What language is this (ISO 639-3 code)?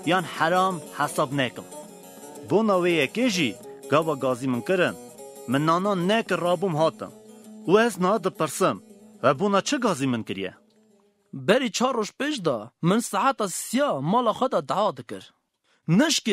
kur